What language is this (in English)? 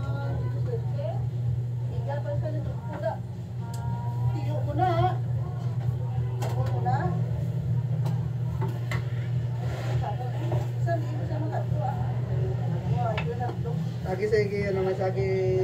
Filipino